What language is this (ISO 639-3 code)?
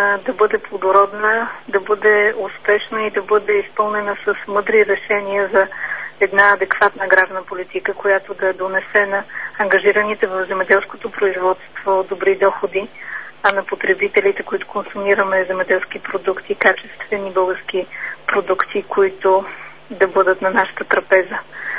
bul